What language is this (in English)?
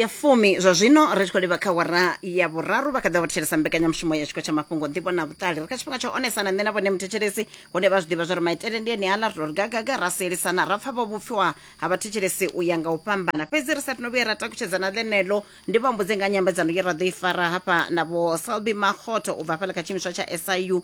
Venda